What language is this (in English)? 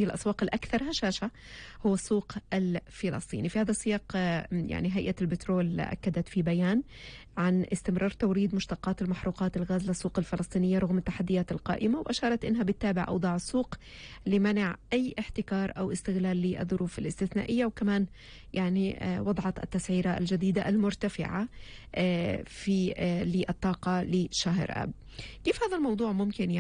North Levantine Arabic